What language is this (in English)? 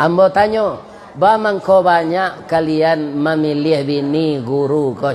Minangkabau